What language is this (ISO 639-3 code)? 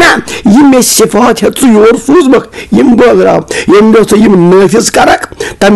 kas